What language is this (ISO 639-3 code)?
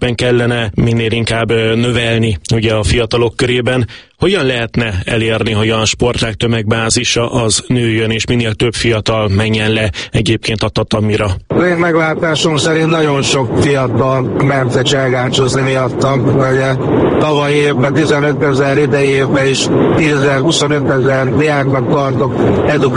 hun